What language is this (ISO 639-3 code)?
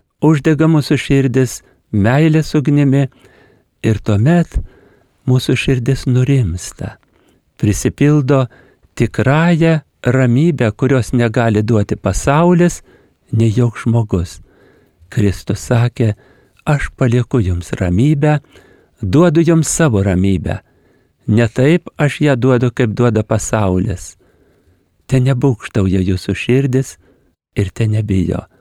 lit